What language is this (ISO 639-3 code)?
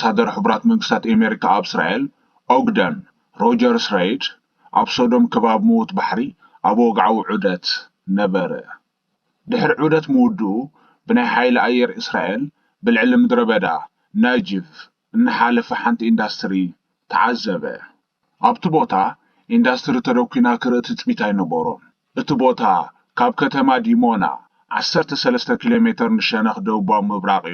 tir